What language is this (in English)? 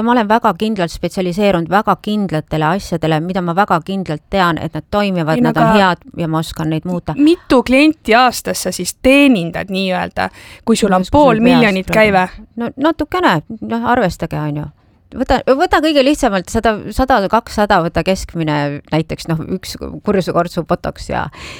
Estonian